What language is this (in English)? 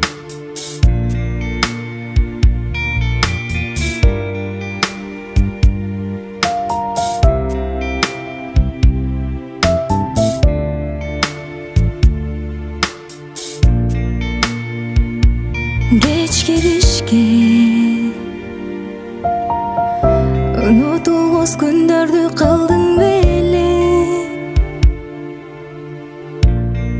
Kazakh